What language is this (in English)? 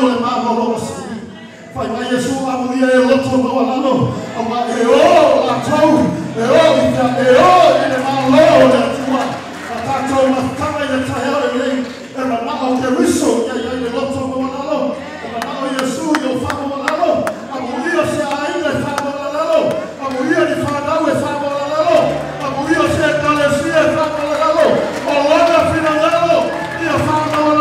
Samoan